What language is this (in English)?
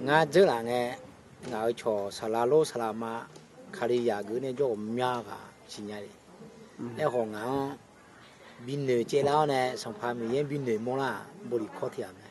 Akha